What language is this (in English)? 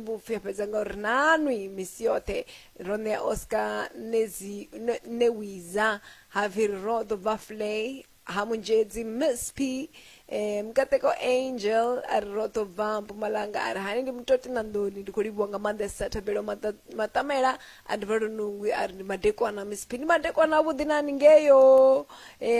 Venda